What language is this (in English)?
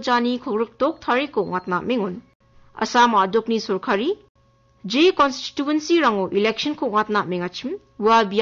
Garo